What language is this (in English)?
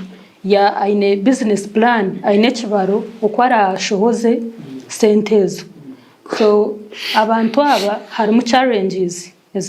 Nyankole